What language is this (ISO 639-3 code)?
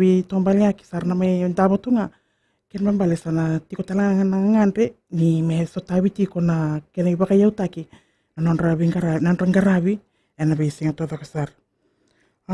fij